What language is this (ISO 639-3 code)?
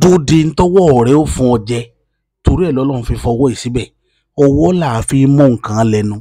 yor